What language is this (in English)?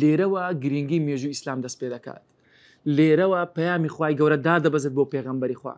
Central Kurdish